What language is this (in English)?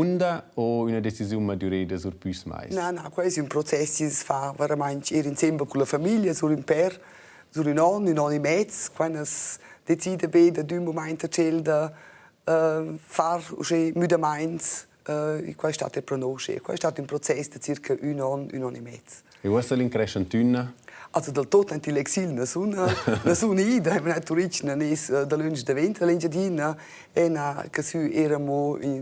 Romansh